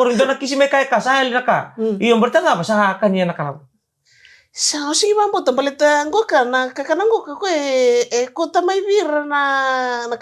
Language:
Fijian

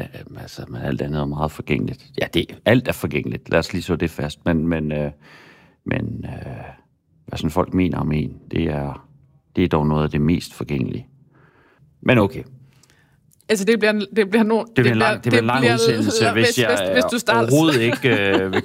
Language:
Danish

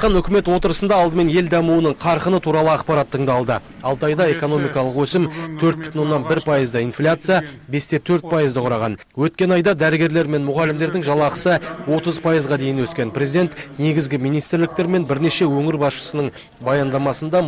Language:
Kazakh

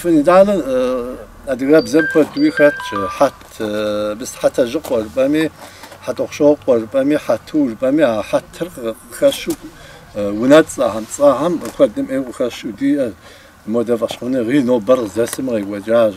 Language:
Kabardian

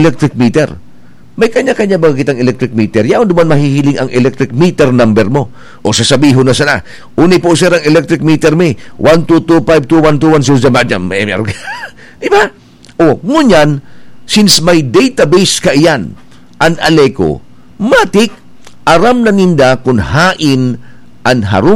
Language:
Bikol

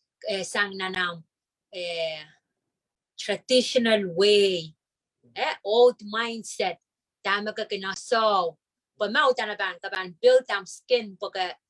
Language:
Pohnpeian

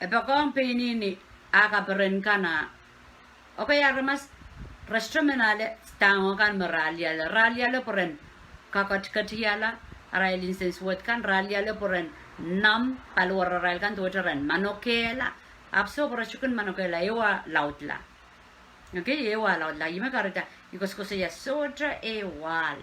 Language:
Pohnpeian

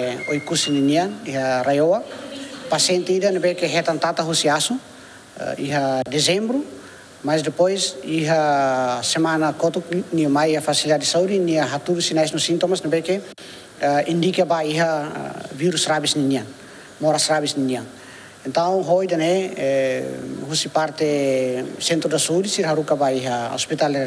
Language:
Tetum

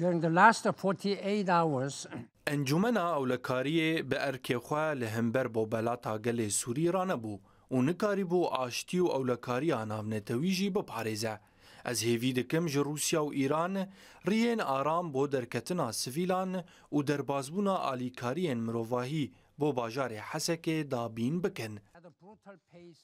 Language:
Kurdish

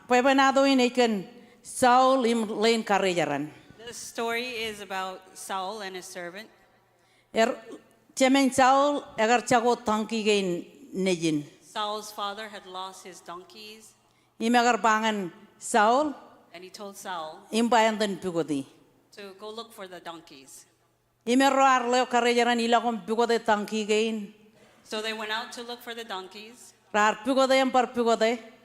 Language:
Marshallese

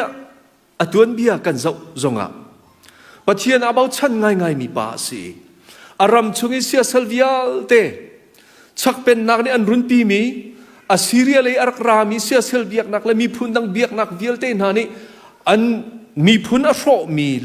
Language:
Hakha Chin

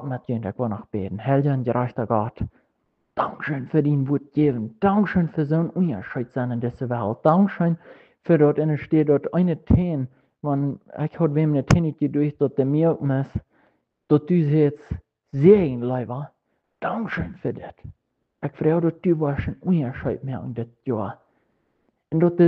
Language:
Plautdietsch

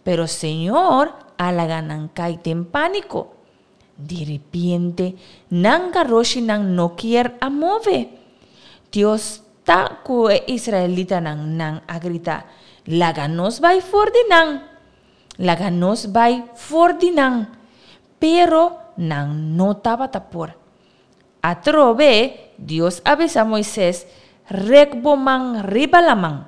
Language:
Papiamento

